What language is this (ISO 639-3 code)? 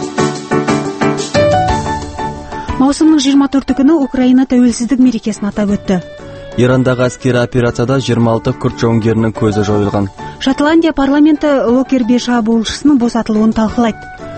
kaz